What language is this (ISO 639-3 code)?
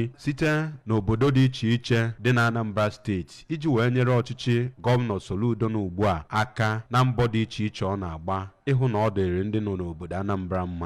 ibo